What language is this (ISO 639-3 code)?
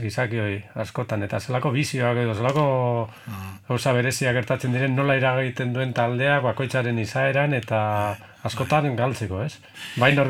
eus